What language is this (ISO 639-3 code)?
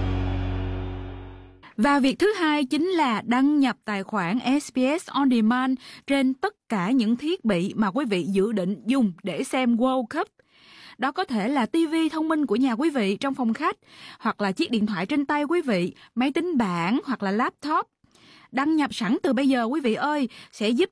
vie